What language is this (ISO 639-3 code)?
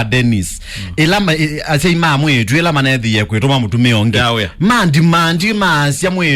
kam